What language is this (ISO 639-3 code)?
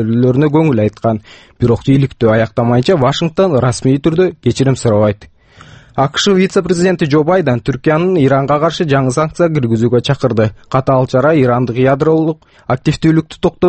kir